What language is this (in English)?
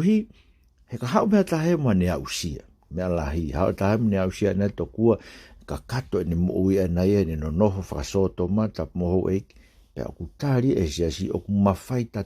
Tongan